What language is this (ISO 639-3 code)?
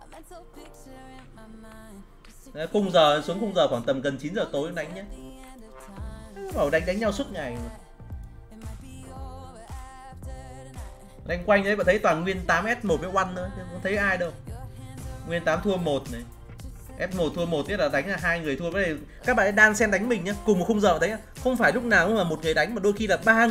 vie